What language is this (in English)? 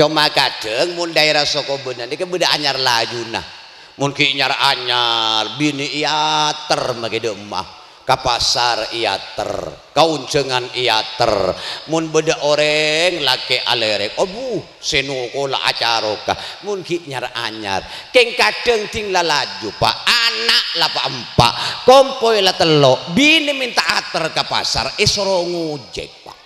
Madurese